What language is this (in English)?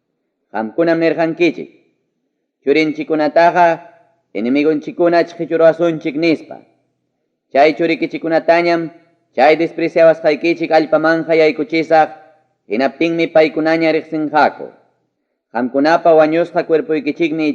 Ayacucho Quechua